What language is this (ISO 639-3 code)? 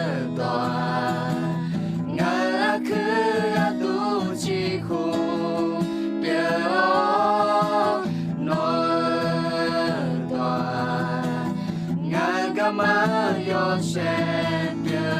ahk